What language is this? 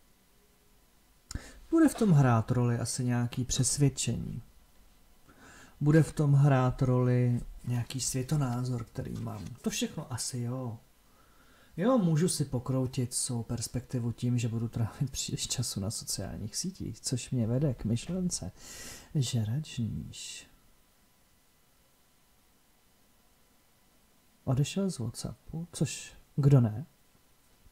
Czech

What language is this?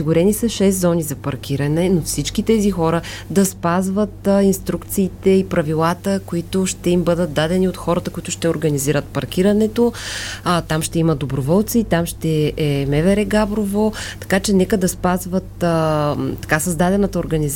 Bulgarian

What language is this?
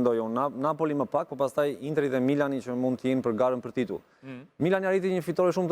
Albanian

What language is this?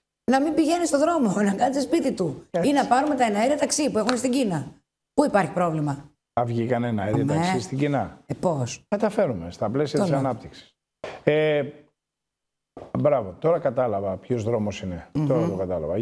Greek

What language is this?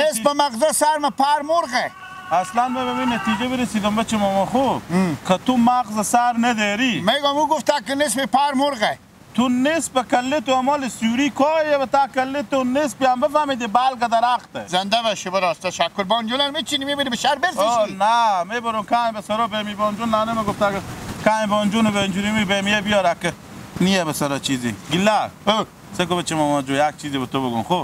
Persian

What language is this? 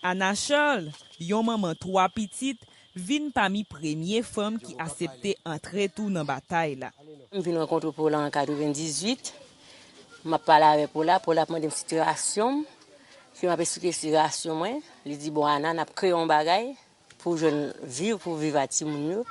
Haitian Creole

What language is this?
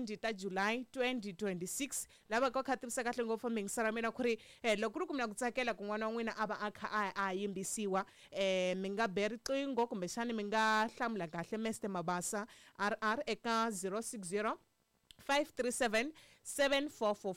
Tsonga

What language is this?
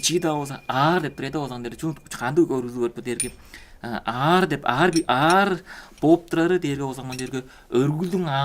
Tuvinian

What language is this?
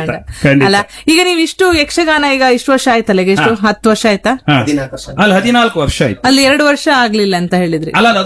Kannada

